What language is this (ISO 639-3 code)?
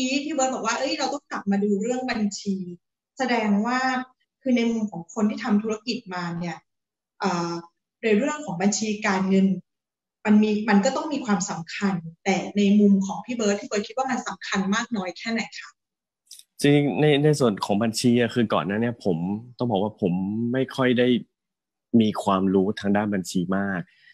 tha